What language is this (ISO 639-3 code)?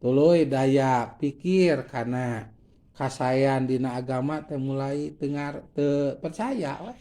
sun